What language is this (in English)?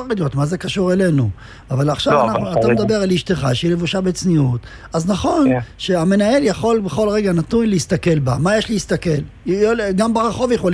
Hebrew